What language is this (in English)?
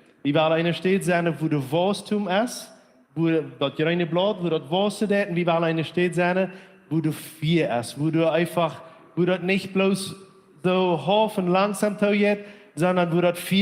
Plautdietsch